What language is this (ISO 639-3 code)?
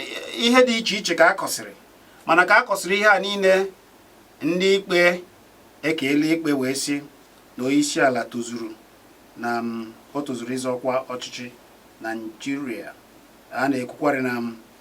ibo